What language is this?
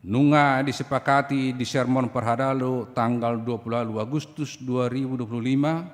Batak Toba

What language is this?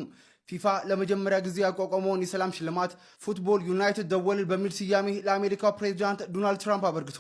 Amharic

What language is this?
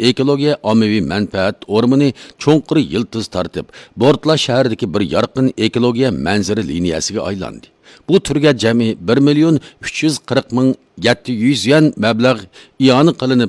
Uyghur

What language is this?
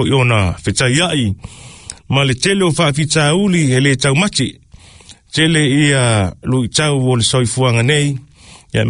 Samoan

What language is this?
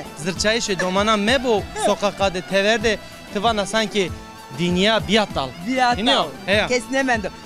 Zaza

